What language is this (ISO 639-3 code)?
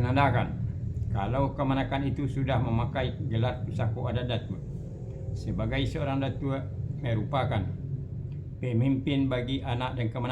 min